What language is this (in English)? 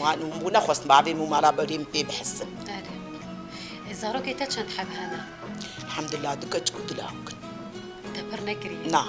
Kurdish